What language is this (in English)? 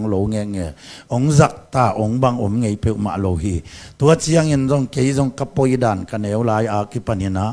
Tedim Chin